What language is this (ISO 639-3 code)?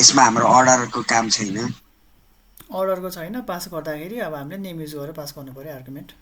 nep